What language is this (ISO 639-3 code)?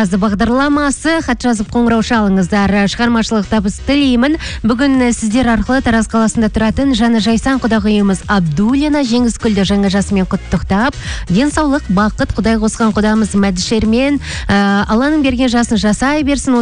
kaz